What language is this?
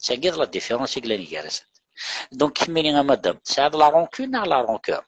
Kabyle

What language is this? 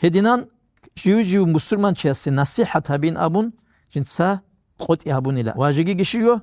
Avaric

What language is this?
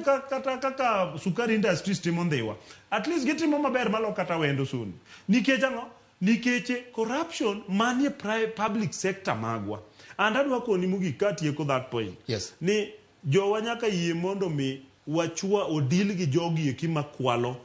Luo (Kenya and Tanzania)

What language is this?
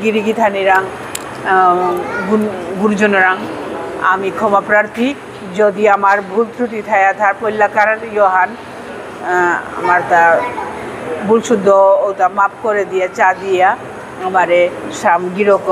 Bishnupriya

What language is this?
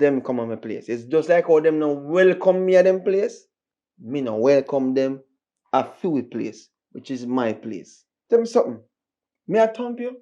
Jamaican Creole English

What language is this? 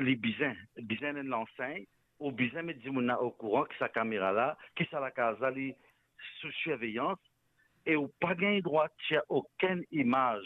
Morisyen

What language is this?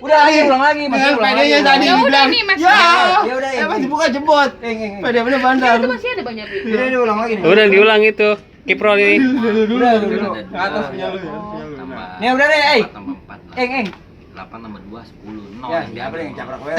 Betawi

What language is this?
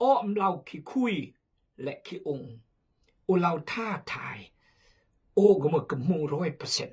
Khmu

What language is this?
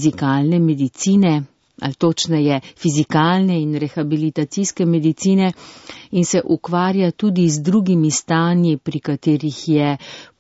Slovenian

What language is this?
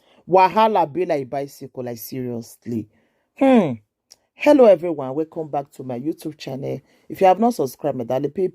Nigerian Pidgin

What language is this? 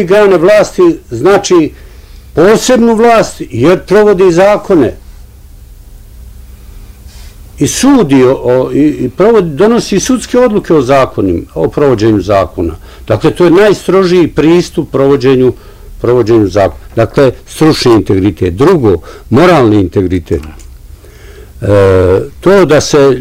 Bosnian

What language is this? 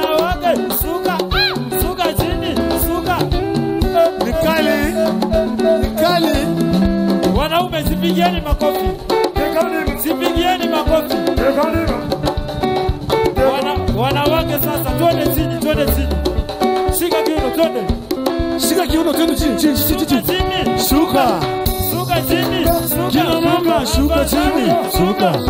Swahili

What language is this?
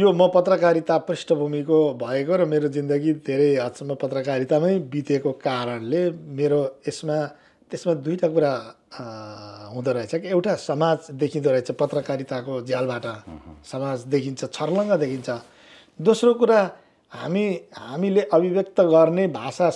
Nepali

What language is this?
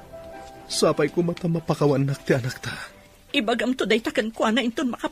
Iloko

